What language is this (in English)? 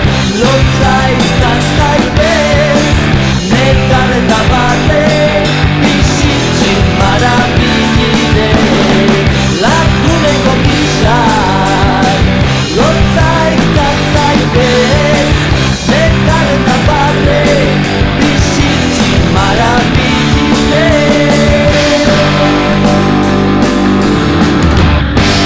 Basque